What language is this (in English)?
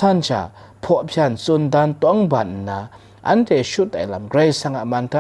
Kachin